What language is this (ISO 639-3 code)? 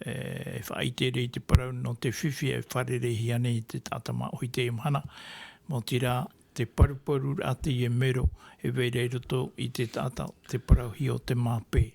tah